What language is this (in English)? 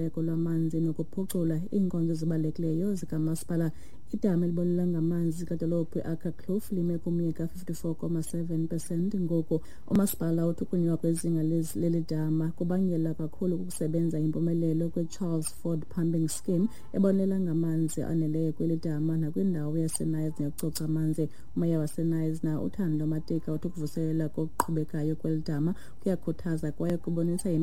Xhosa